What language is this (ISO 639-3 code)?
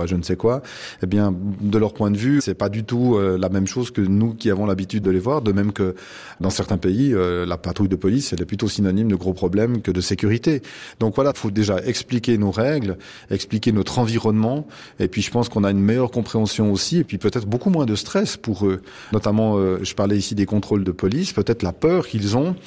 fra